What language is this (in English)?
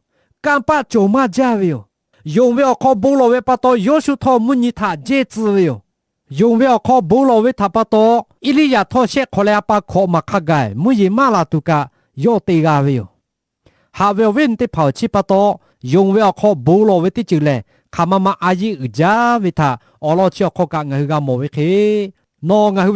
Lahu